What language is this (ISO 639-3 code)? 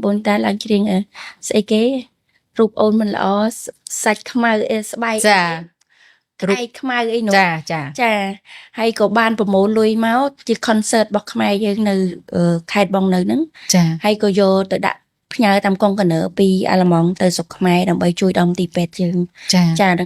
khm